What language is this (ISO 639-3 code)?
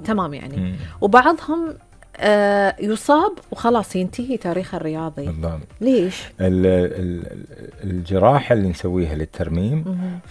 afb